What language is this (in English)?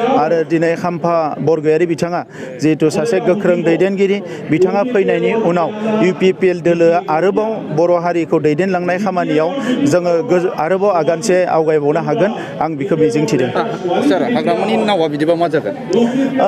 Bodo